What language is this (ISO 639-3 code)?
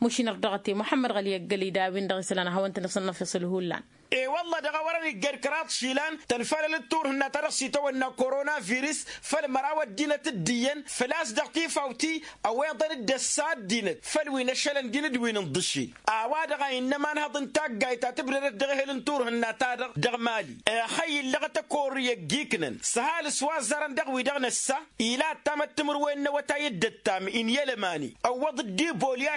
taq